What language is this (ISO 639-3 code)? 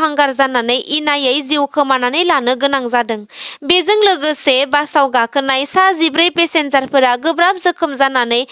brx